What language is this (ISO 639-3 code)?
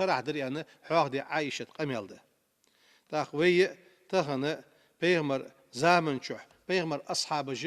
inh